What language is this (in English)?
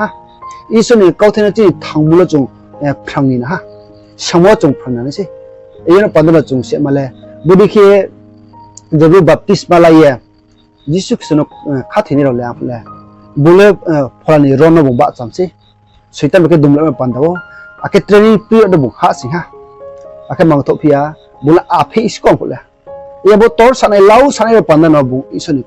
Riang (India)